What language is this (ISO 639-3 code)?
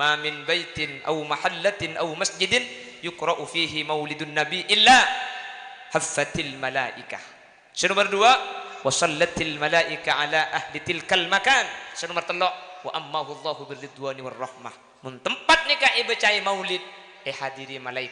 mad